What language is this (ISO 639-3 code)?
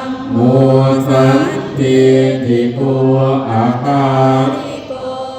pli